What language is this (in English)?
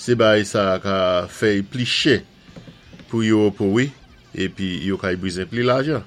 Saint Lucian Creole French